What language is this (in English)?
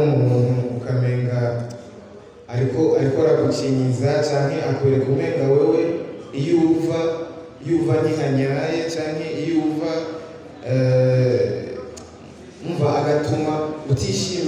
Rundi